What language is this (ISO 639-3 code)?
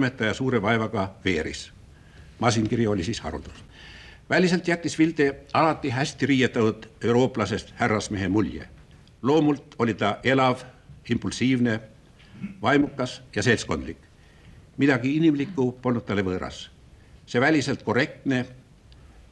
est